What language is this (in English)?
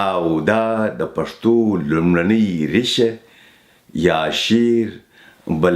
Pashto